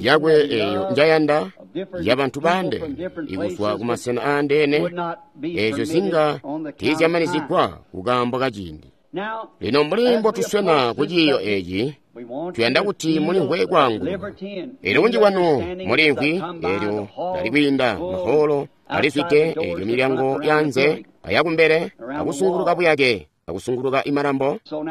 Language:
Tonga (Zambia)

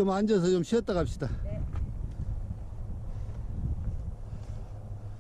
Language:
Korean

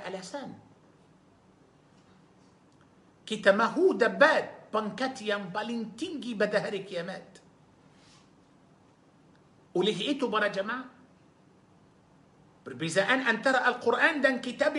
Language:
Malay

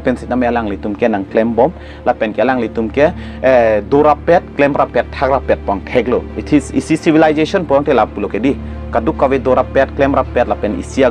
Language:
Karbi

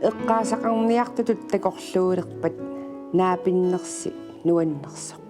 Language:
Kalaallisut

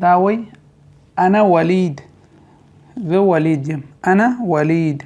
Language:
Pashto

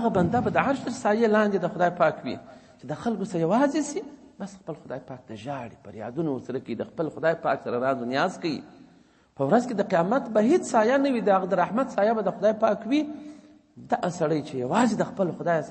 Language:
Pashto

